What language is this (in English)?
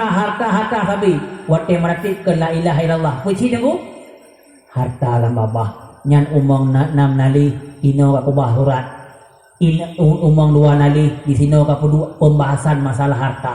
Achinese